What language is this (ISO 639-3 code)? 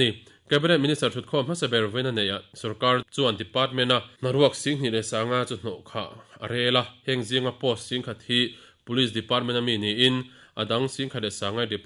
lus